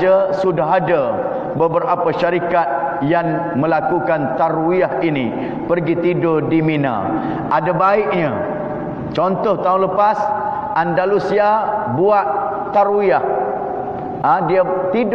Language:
Malay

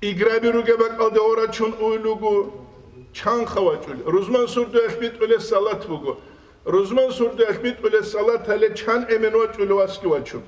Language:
Avaric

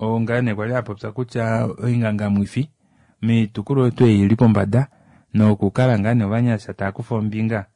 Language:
Kuanyama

